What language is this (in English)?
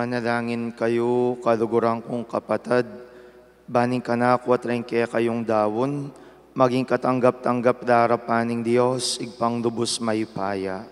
Pampanga